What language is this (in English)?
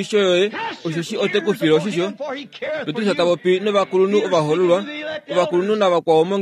Kuanyama